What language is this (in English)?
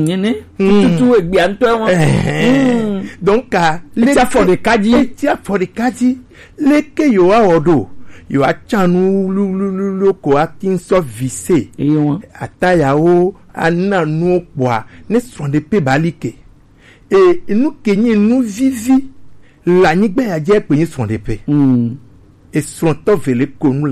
Gen